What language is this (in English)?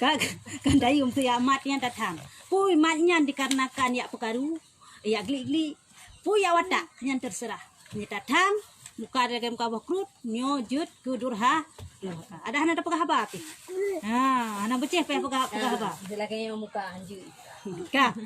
Achinese